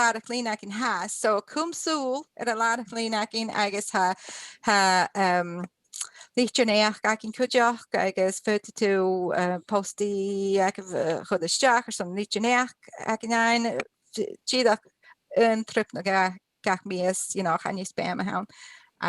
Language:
Scottish Gaelic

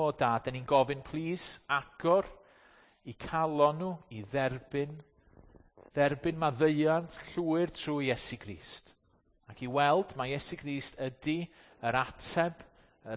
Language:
Welsh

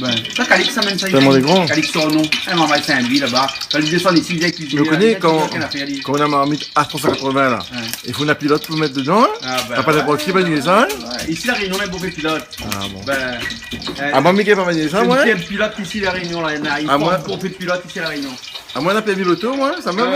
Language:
Réunion Creole French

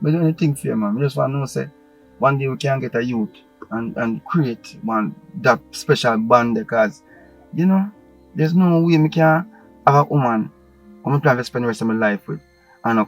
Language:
Jamaican Creole English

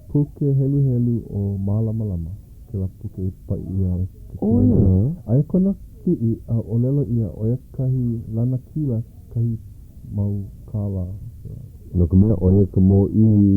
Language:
Hawaiian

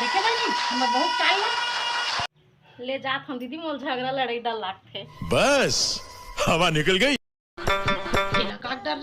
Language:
Chhattisgarhi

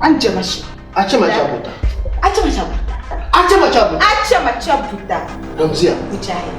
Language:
Dagbani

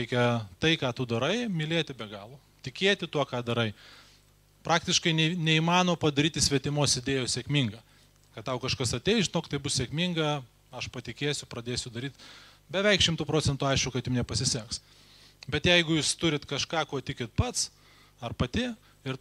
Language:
Lithuanian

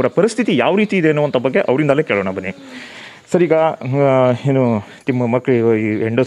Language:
Kannada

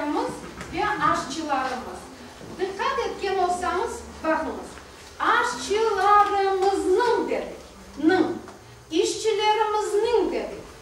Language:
Crimean Tatar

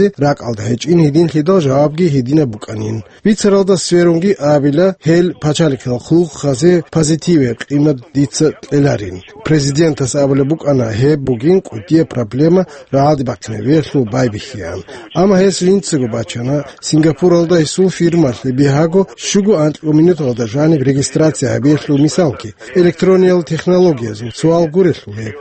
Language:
Avaric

